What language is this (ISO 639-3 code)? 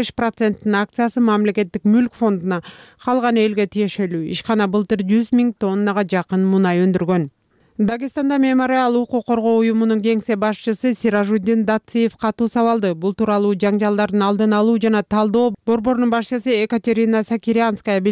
kir